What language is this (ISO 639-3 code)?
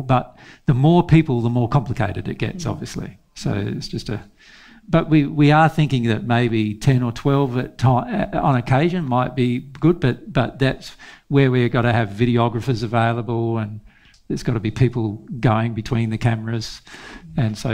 eng